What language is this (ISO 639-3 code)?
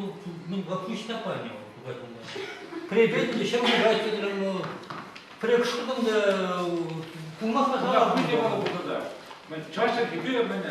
chv